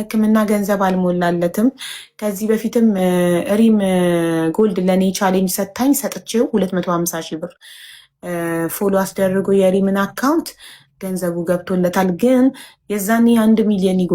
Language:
Amharic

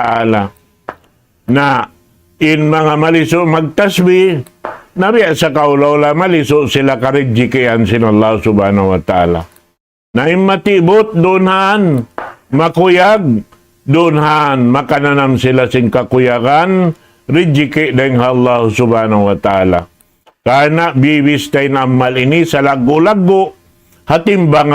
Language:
Tausug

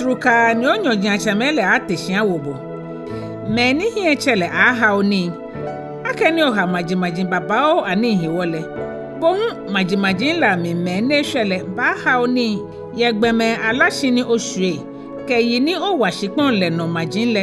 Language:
Ga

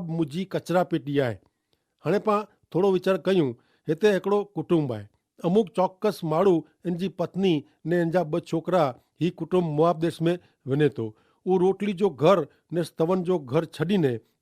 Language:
Kachhi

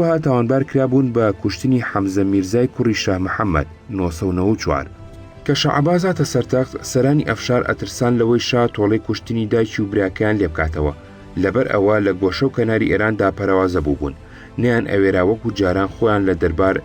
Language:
Central Kurdish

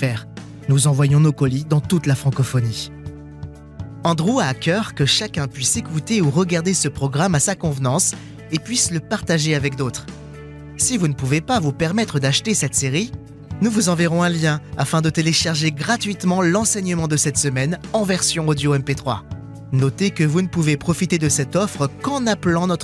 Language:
French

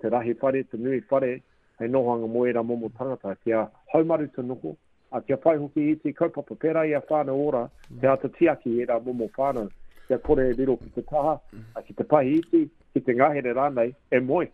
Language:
Māori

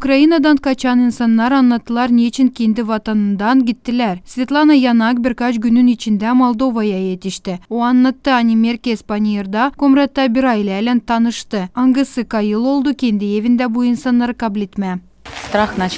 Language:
Gagauz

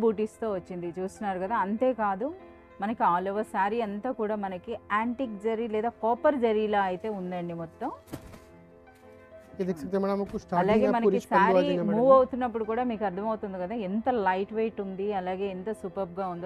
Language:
Telugu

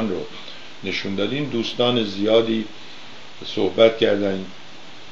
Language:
Persian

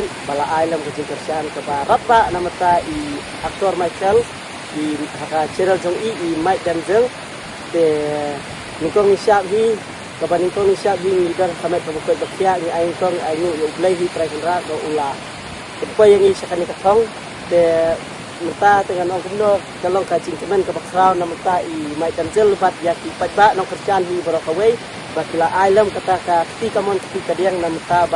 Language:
Khasi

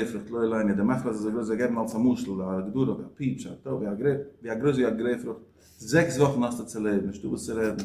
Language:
Yiddish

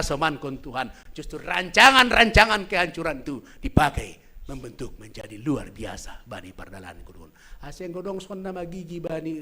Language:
Batak Simalungun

